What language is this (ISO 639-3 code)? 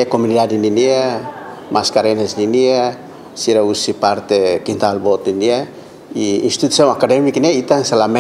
tet